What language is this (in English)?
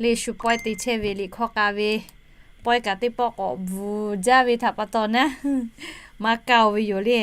Lahu